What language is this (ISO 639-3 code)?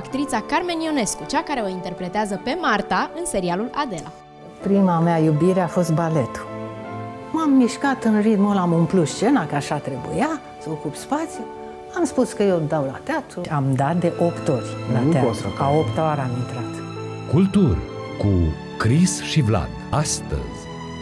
ron